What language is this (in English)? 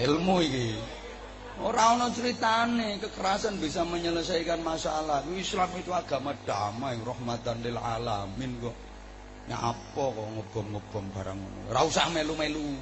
Javanese